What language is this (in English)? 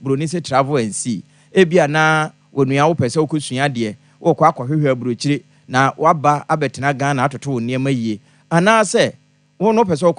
Akan